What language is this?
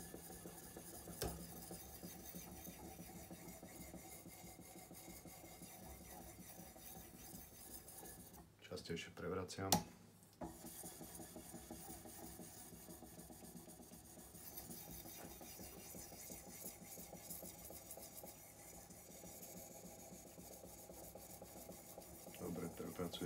Slovak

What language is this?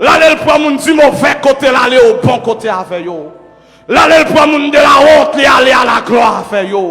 Haitian Creole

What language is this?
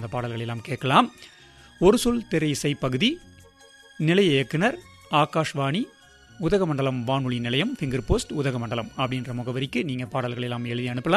Tamil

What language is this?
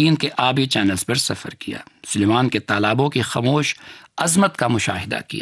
Urdu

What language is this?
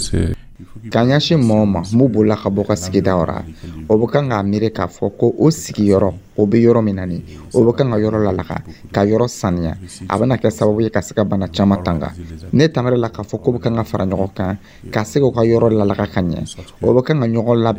Dyula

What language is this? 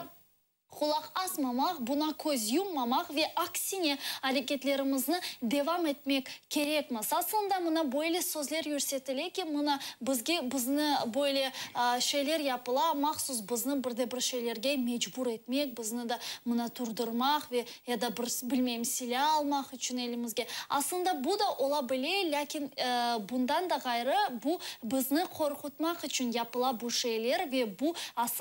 Crimean Tatar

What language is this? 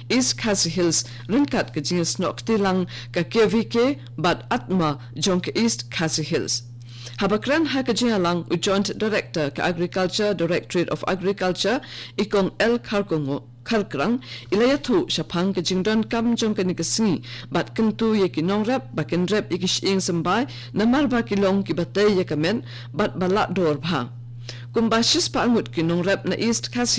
Khasi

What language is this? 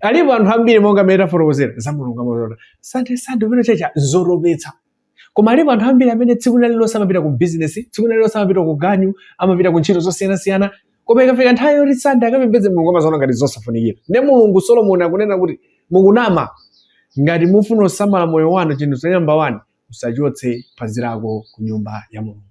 Nyanja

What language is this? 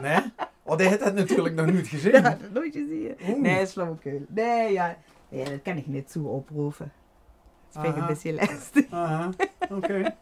Limburgish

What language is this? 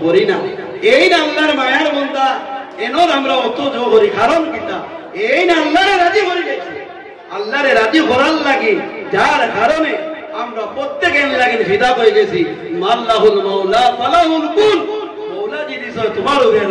Sylheti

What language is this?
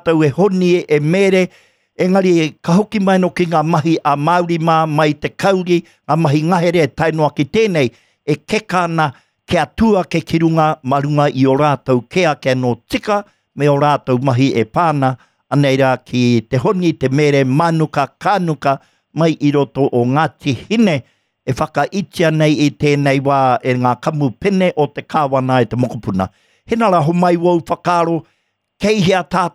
Māori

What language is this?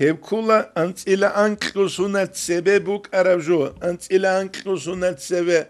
Avaric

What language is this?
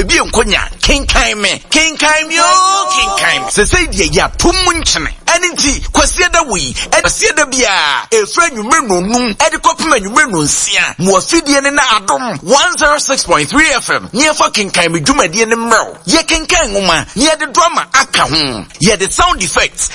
Akan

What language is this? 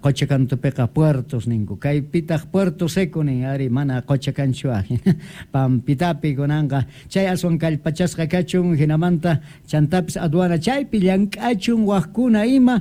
South Bolivian Quechua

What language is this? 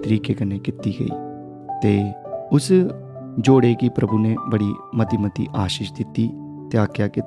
Dogri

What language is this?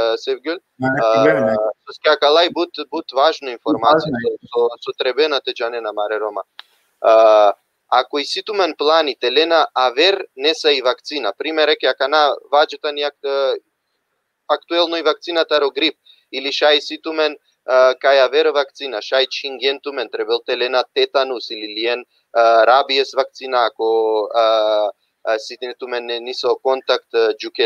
Balkan Romani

